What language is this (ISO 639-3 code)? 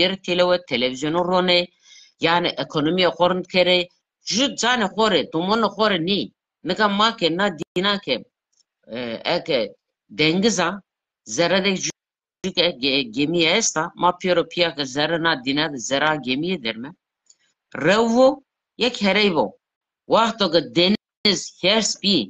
zza